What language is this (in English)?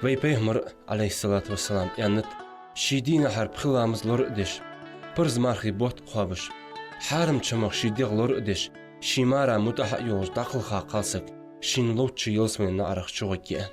Ingush